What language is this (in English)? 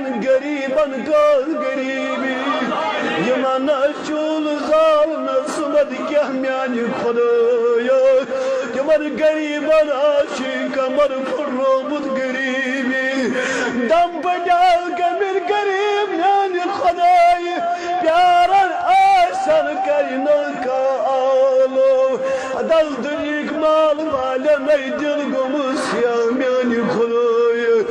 Kashmiri